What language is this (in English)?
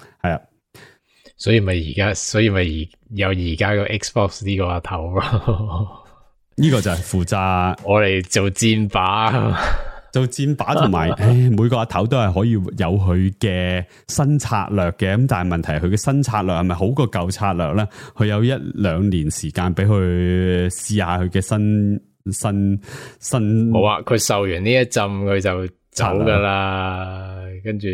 Cantonese